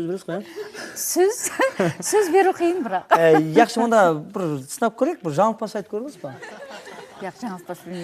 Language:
Kara-Kalpak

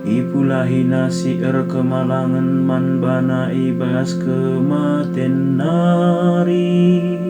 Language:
Batak Karo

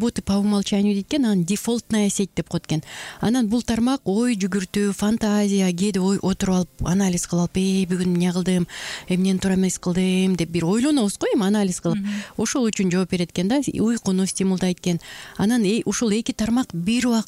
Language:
Kyrgyz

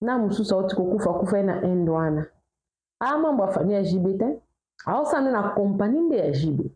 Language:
Lingala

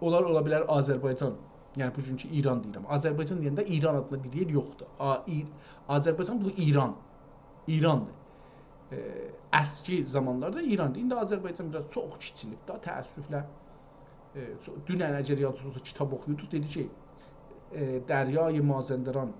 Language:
South Azerbaijani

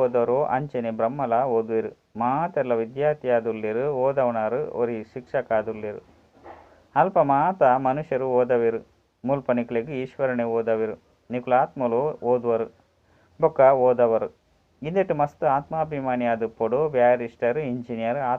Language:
Tulu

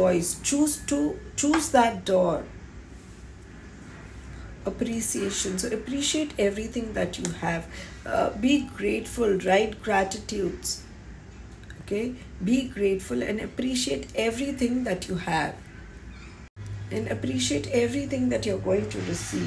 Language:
English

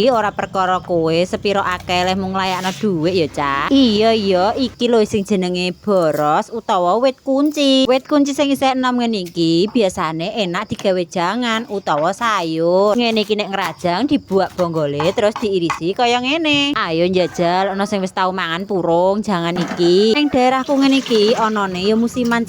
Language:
Javanese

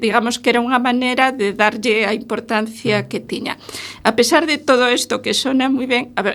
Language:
Galician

